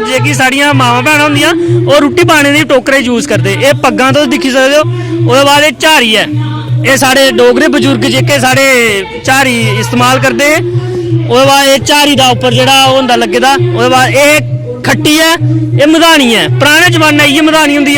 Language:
Dogri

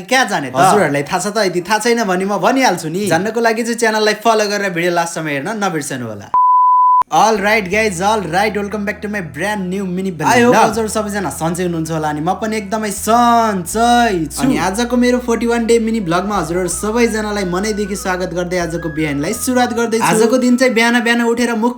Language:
Nepali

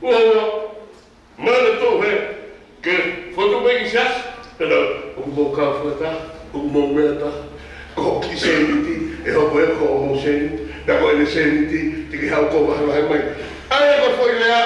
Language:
Tongan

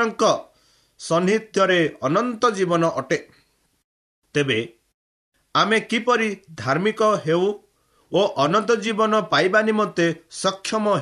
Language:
Odia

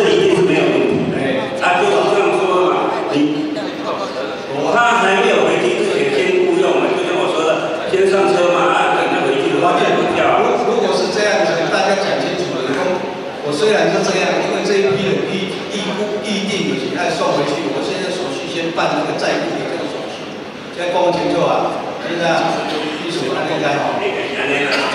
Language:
Chinese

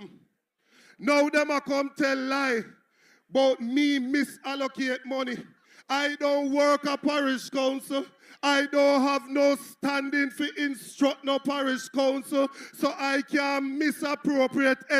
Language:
Jamaican Creole English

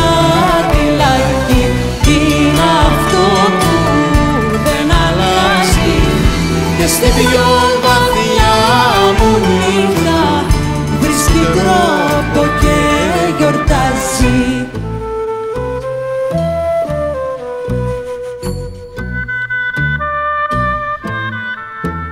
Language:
Greek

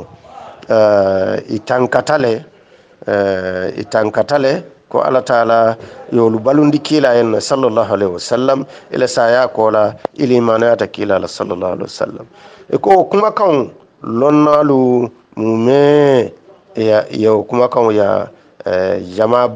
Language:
Hausa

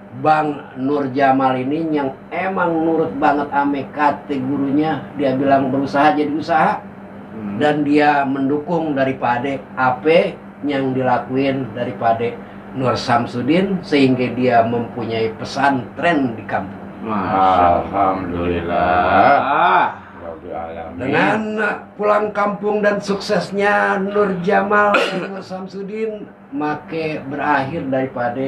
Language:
Betawi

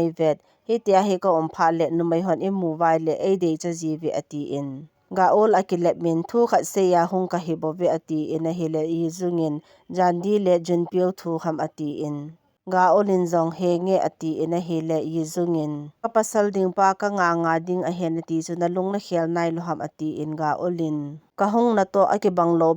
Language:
Thado Chin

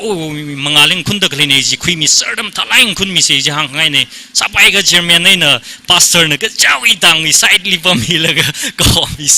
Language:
Tangkhul Naga (India)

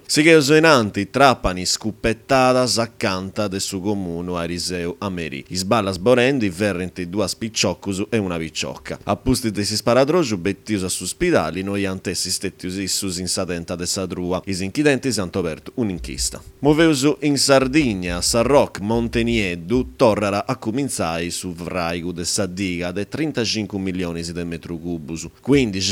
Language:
Sardinian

